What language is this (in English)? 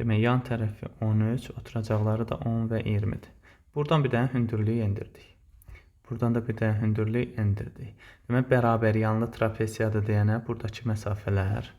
Azerbaijani